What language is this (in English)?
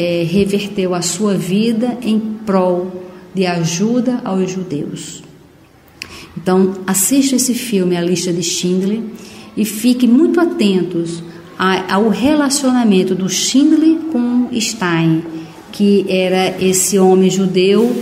Portuguese